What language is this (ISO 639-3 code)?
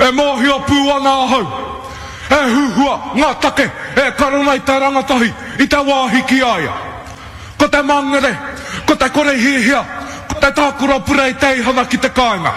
mri